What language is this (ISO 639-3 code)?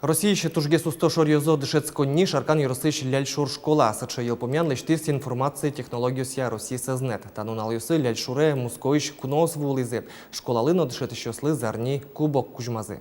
udm